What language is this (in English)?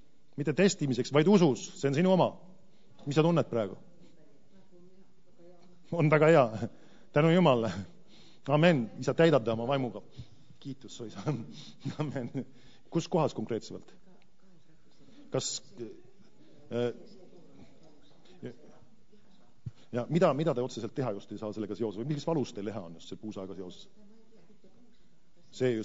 Estonian